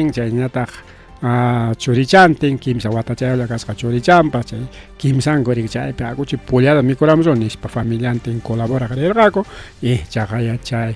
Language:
Ayacucho Quechua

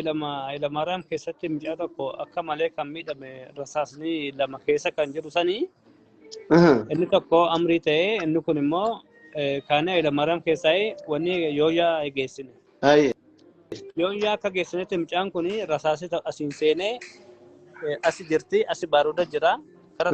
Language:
Oromo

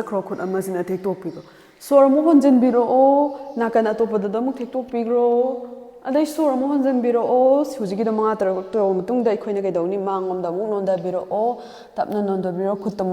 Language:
Manipuri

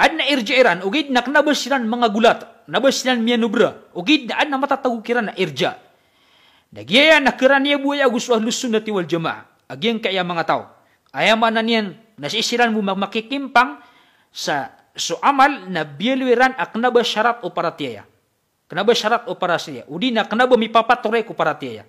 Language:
Maranao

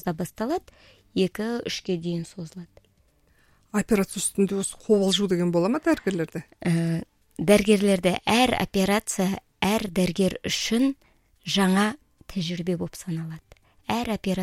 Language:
Kazakh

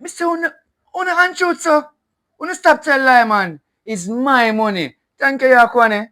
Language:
Jamaican Creole English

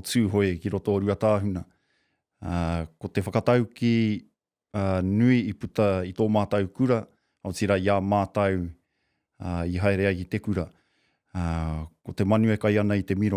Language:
Māori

